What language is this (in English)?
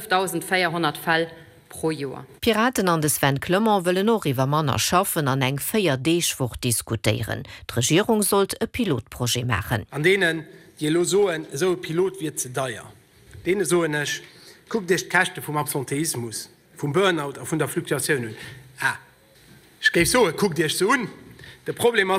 Luxembourgish